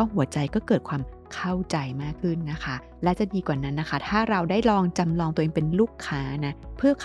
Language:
Thai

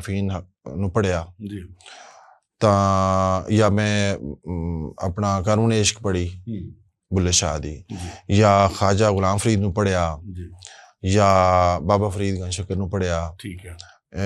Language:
Western Panjabi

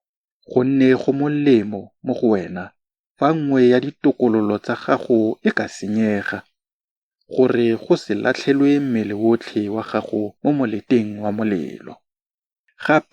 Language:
Tswana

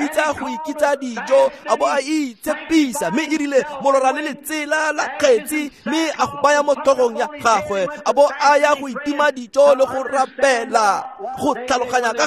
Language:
Tswana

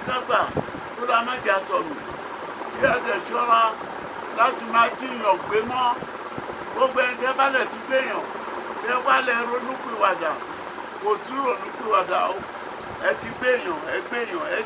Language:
Yoruba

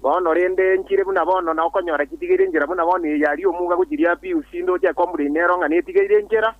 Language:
Gusii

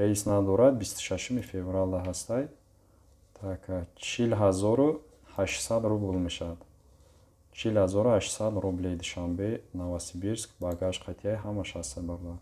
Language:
Tajik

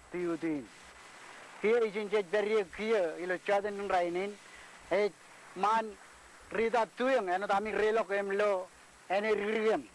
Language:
Marshallese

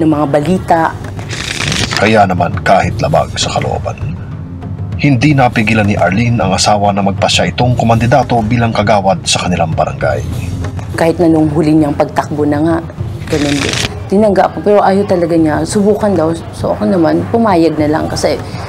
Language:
Filipino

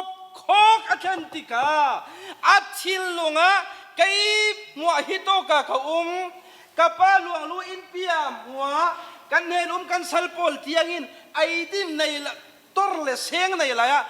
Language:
Falam Chin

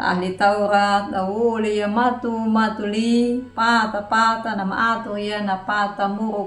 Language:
Anakalangu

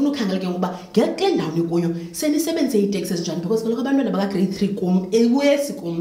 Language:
Xhosa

